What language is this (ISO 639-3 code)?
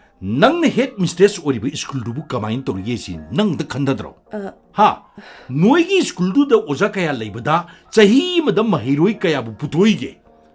mni